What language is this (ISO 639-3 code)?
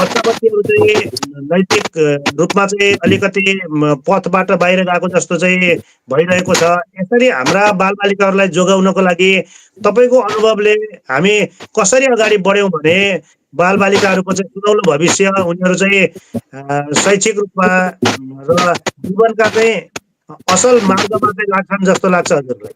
nep